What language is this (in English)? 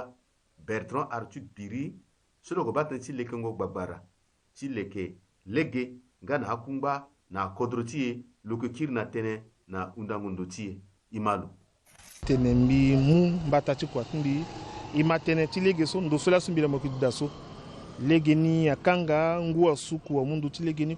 Sango